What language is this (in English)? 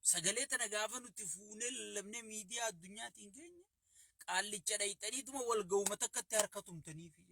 Oromo